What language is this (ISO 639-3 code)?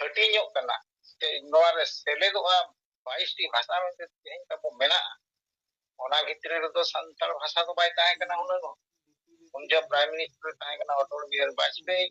sat